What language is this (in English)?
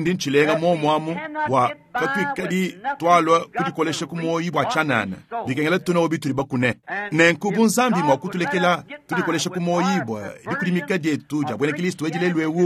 Luba-Lulua